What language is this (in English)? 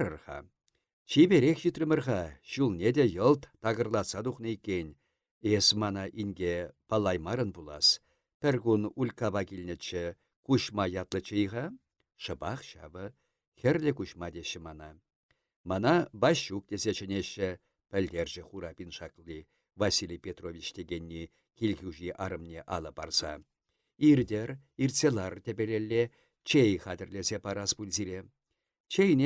Chuvash